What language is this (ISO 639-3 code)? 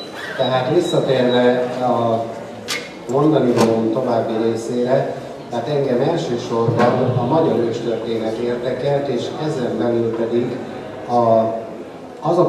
hun